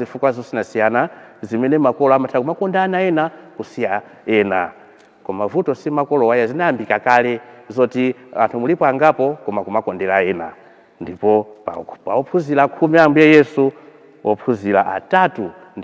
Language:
Nyanja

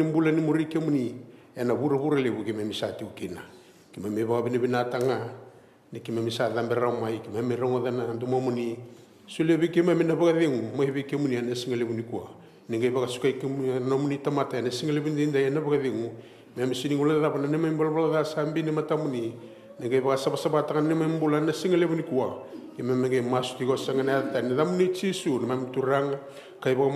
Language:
Fijian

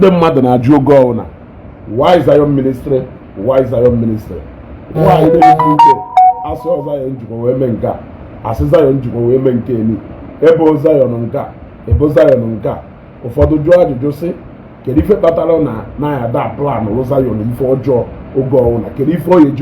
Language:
Igbo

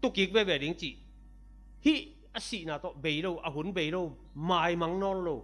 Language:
Tedim Chin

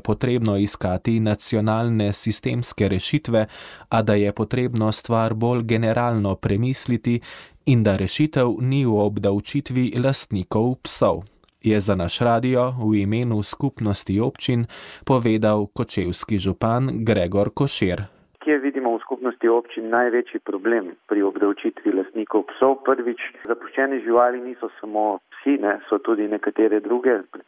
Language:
Slovenian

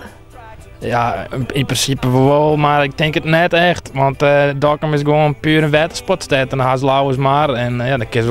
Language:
Western Frisian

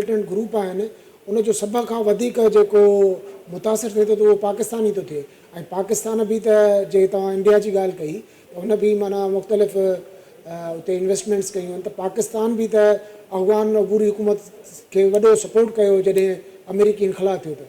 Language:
Sindhi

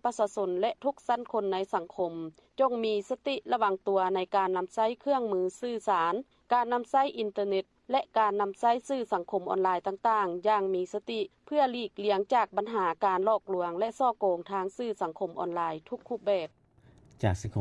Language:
Lao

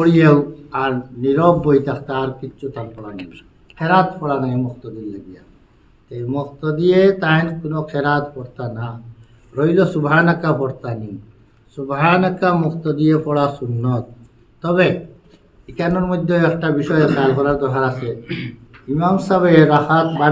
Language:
Sylheti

